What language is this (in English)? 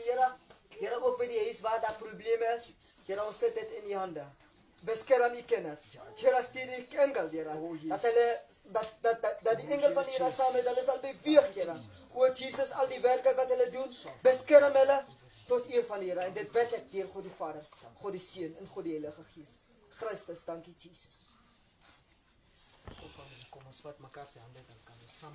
Afrikaans